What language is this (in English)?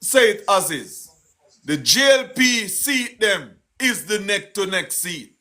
Jamaican Creole English